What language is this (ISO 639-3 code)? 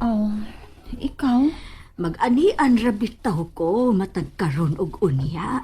ceb